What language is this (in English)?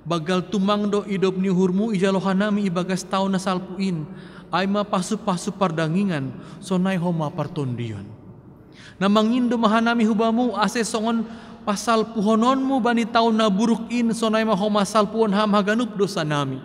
Batak Simalungun